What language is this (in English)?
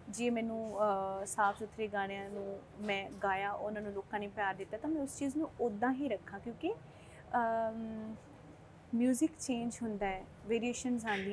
Punjabi